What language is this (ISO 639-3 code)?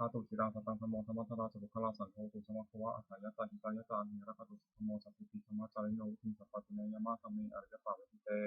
pli